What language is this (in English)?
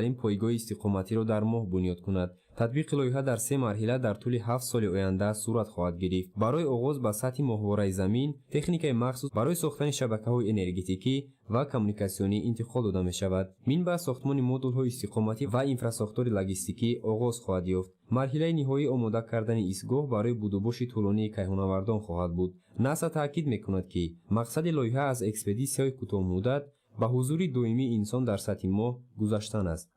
Tajik